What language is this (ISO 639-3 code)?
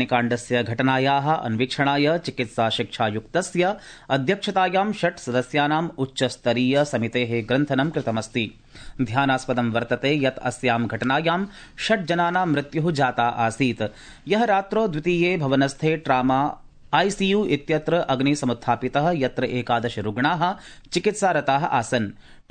san